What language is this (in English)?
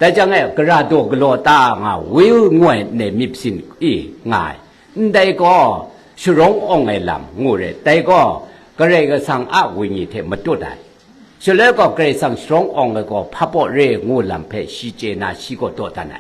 Kachin